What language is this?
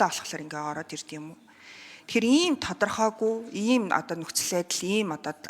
Mongolian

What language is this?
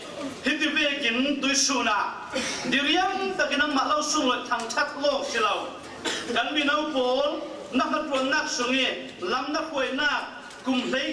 Falam Chin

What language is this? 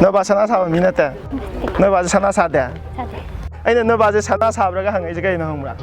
Manipuri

